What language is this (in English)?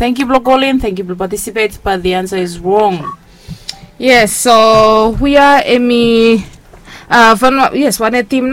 Bislama